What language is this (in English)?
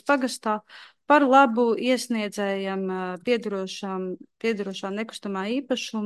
Latvian